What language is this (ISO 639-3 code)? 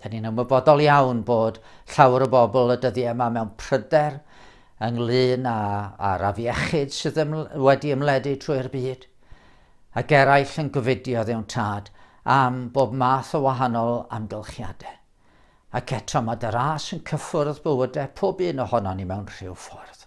cym